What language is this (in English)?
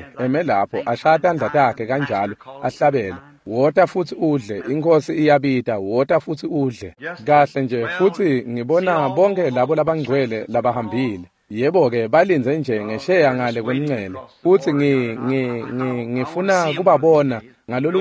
Swati